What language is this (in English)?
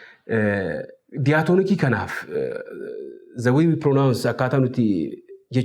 Oromo